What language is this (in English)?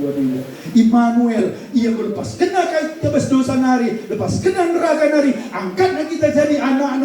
Batak Karo